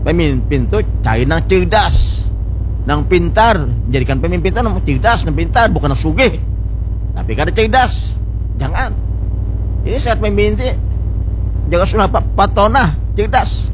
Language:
Banjar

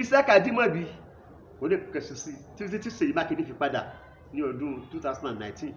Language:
Yoruba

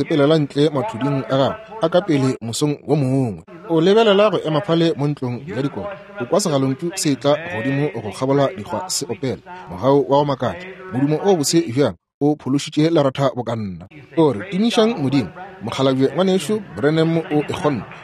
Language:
Northern Sotho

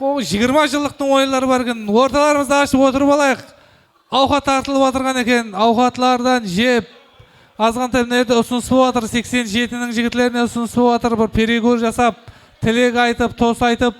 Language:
Kara-Kalpak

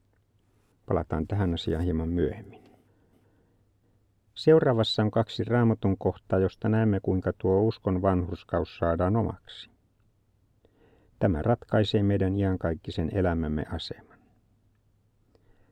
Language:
Finnish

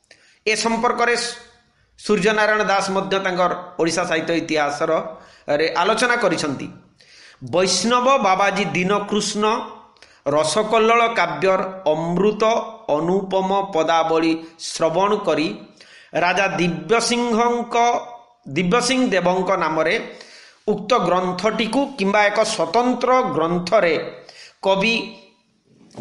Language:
Odia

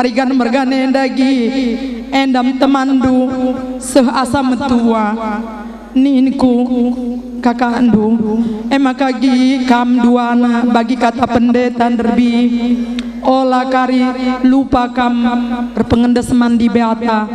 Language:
Batak Karo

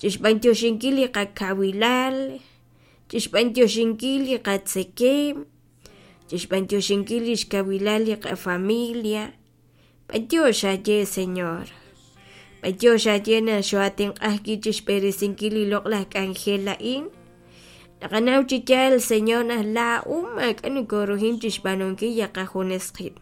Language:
Kekchí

